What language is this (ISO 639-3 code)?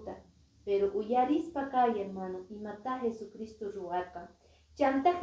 que